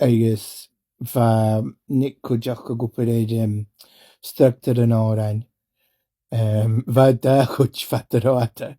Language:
Scottish Gaelic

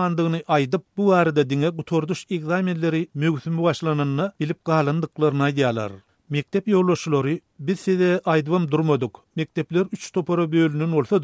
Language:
Turkmen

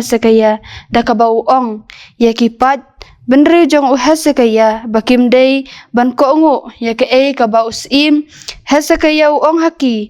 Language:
Khasi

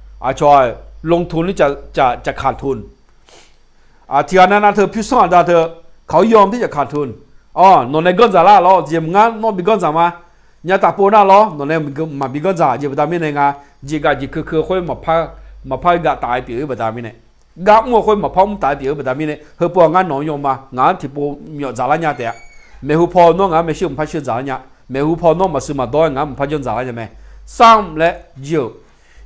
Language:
Akha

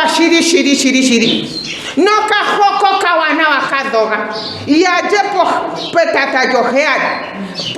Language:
Ndonga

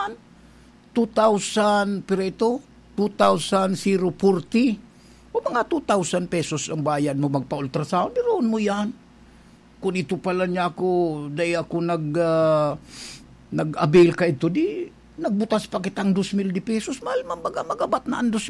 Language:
Bikol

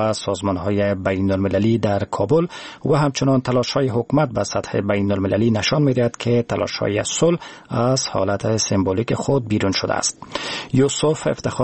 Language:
Persian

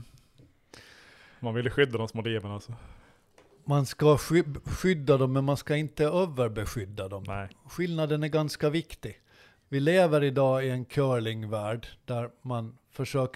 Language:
Swedish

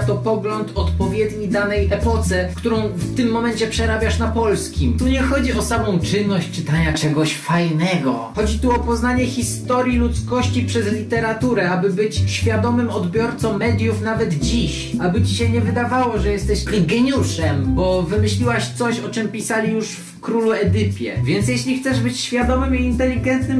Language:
Polish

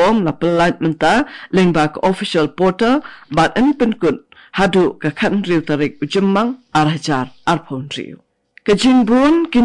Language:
Khasi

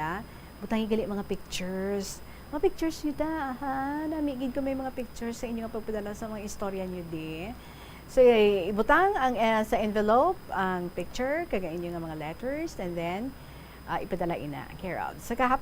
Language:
Hiligaynon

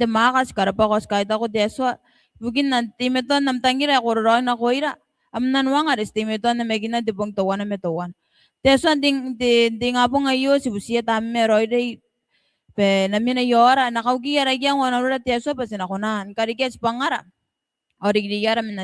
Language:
Gilbertese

